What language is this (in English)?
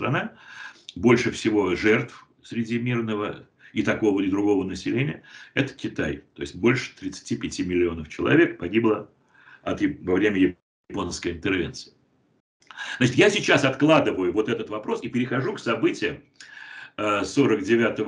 Russian